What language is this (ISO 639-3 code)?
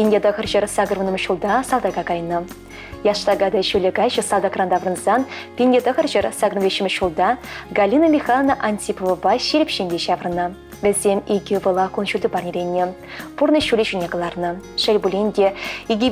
chv